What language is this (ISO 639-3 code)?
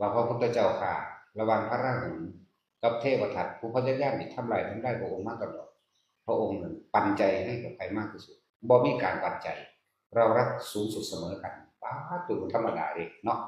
tts